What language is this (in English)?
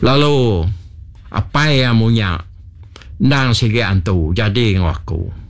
Iban